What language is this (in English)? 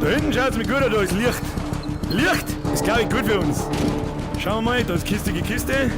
Bavarian